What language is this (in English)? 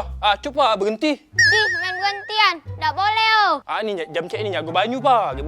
Musi